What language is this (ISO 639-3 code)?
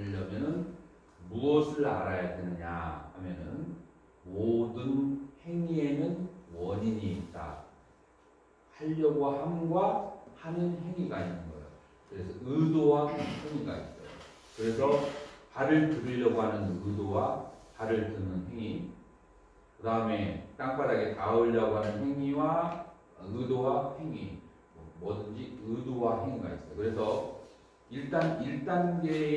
kor